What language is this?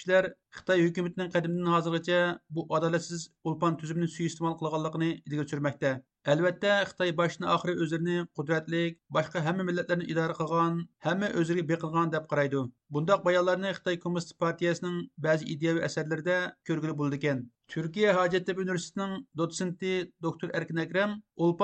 Uyghur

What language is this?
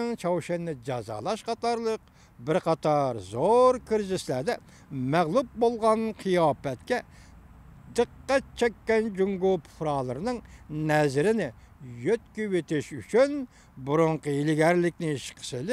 Uyghur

